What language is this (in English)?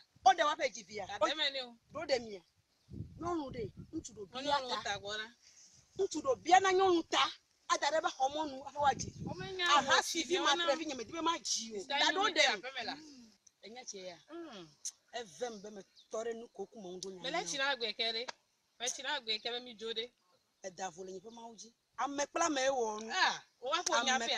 Ewe